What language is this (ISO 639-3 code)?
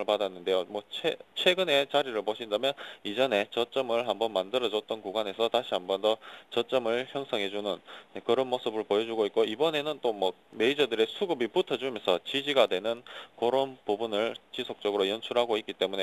kor